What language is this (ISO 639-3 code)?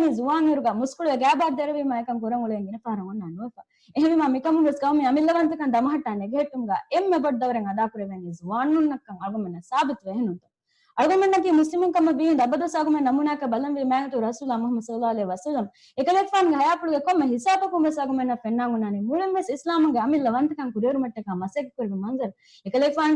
div